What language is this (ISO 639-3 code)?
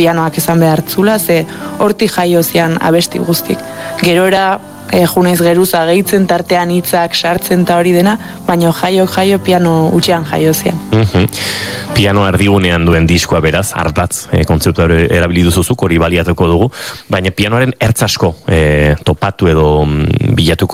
eus